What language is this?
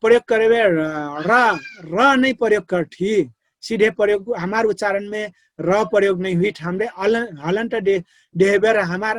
Dangaura Tharu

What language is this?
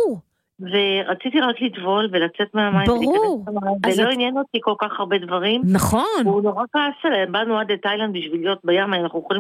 Hebrew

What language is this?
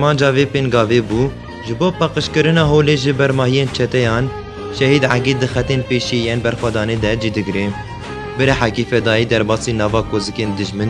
Kurdish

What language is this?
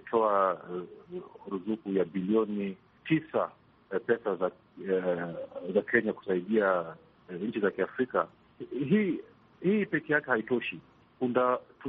Swahili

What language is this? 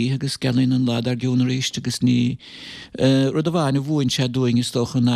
Irish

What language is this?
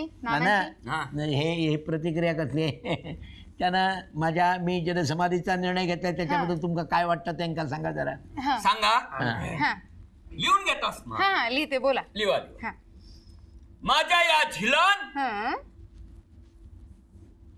Marathi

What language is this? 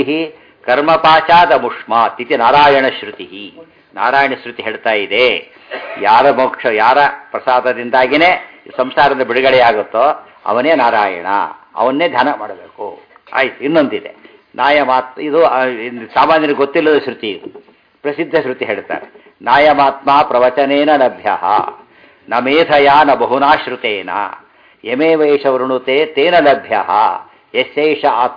Kannada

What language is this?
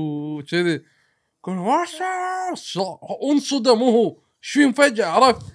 Gulf Arabic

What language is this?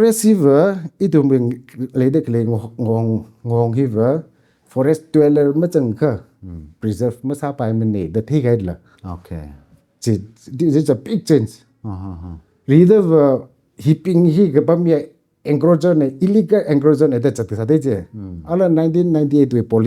Tangkhul Naga (India)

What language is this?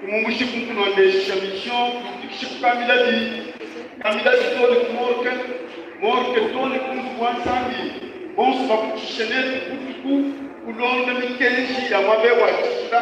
Luba-Lulua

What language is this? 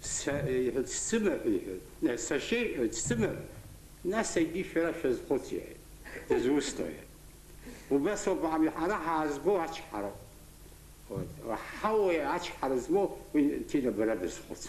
Abkhazian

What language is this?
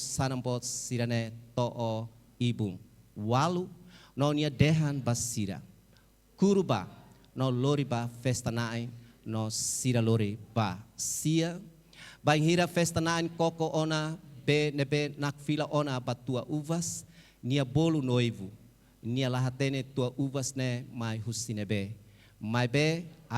Tetum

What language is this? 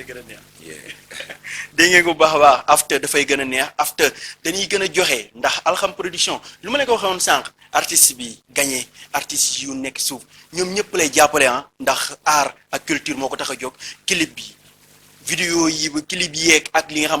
Wolof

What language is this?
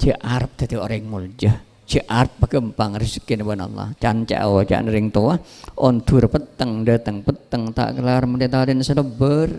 Madurese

